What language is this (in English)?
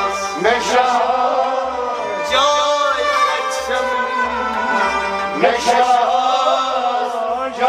Kashmiri